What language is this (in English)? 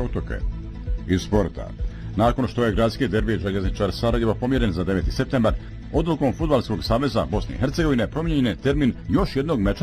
Bosnian